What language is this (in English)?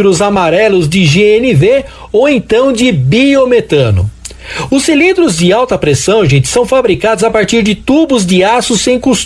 Portuguese